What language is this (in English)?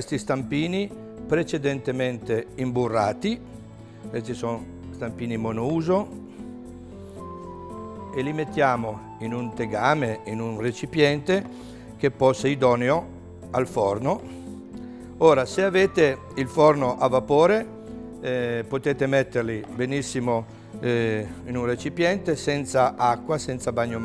Italian